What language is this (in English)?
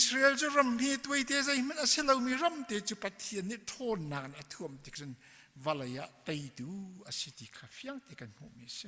Hakha Chin